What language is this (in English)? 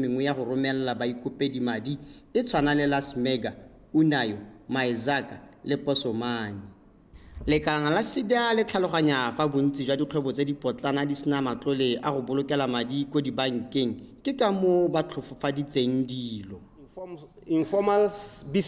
Tswana